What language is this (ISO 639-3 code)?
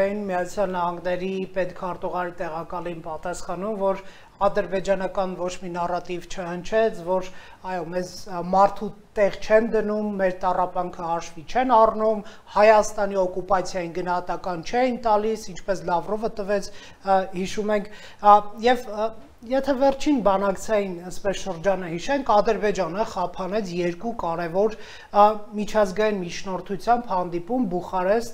hye